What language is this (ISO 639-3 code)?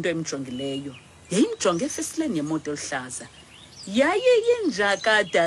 xho